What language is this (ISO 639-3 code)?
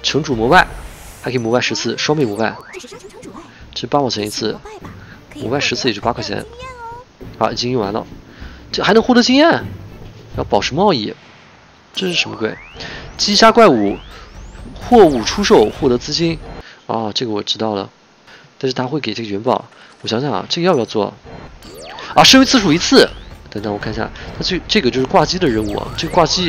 zho